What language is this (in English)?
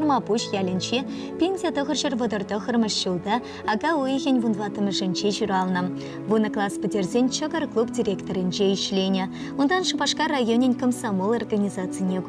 Chuvash